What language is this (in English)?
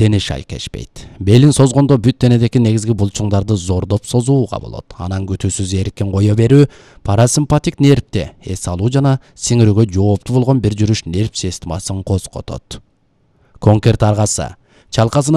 Kyrgyz